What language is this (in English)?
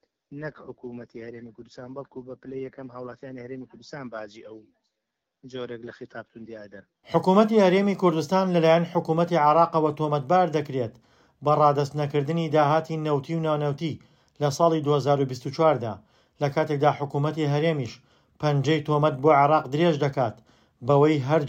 Central Kurdish